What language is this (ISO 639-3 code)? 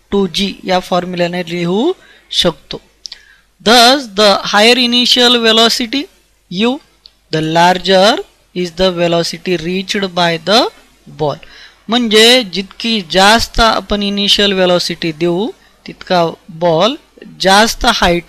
mar